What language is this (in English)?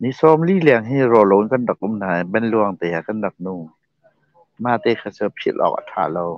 Hakha Chin